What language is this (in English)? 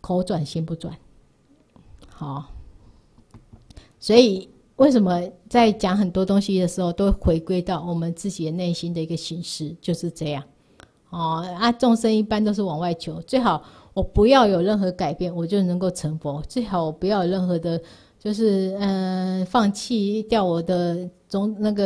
Chinese